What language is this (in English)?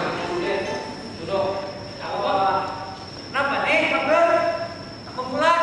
Banjar